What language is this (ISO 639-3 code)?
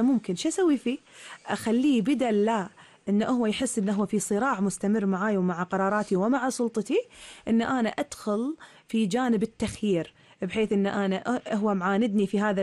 afb